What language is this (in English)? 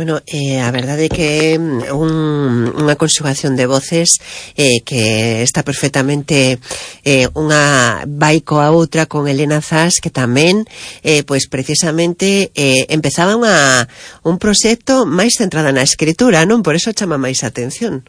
Galician